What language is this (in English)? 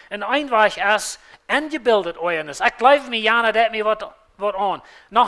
Plautdietsch